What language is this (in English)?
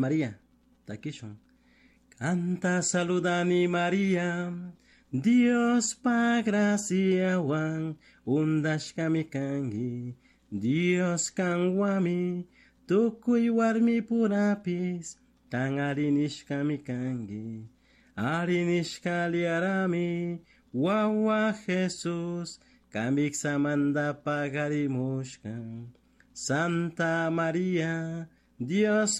Chimborazo Highland Quichua